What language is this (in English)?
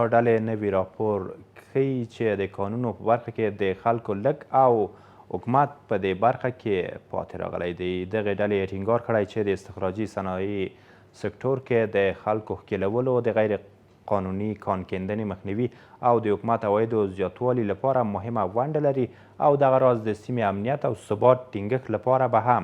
Pashto